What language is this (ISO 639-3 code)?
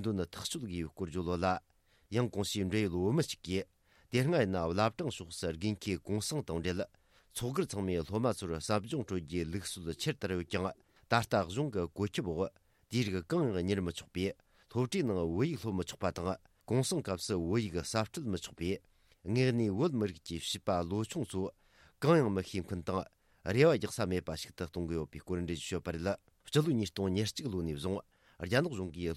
bod